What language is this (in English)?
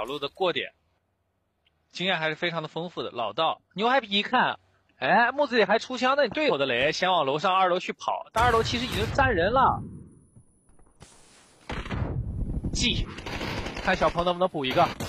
Chinese